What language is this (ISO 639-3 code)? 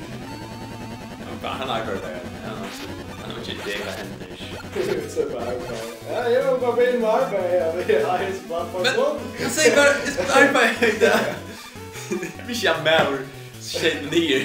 fao